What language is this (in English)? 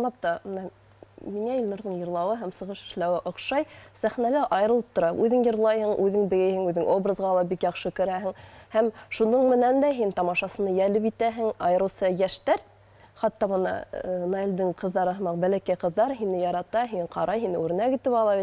Bashkir